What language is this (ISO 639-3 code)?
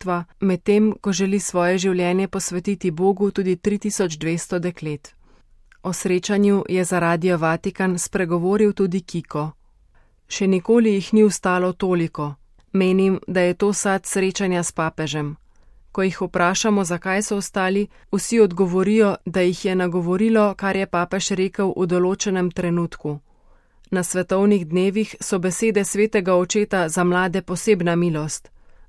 slv